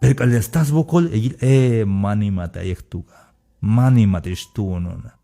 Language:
Tzeltal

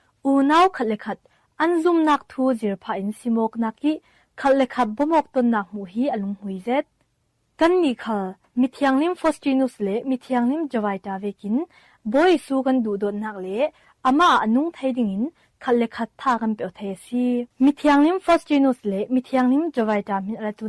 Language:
Falam Chin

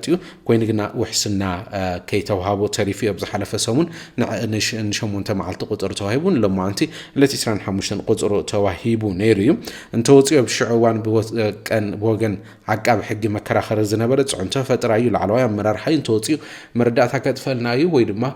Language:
Tigrinya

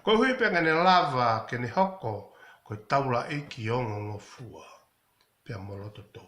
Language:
Tongan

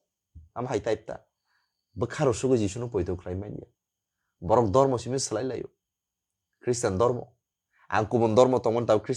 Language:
Kok Borok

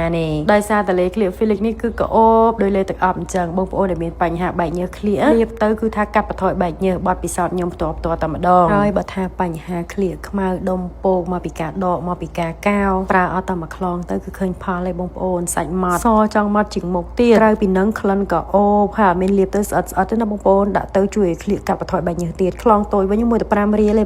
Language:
Khmer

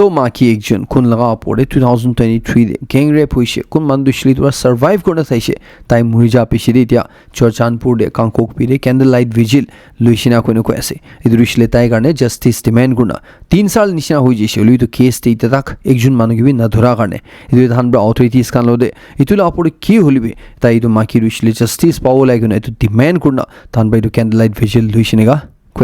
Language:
Naga Pidgin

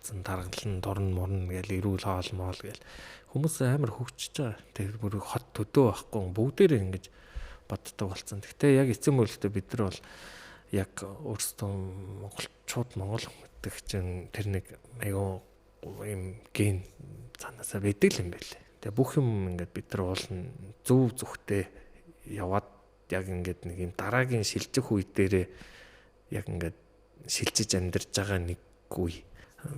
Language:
Mongolian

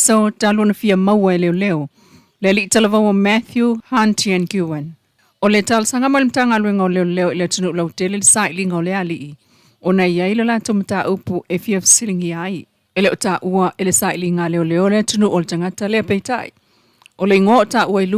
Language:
Samoan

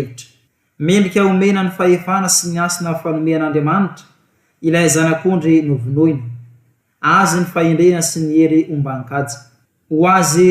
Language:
Malagasy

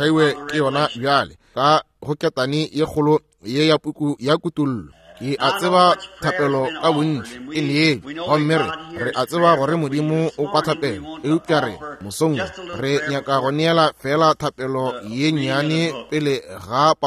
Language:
Northern Sotho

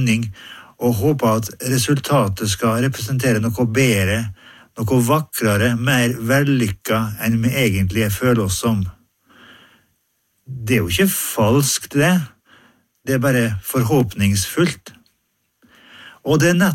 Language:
Norwegian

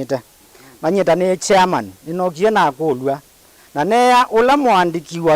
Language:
Kamba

